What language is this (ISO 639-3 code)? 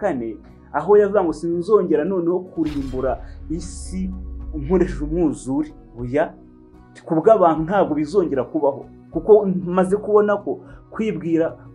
kin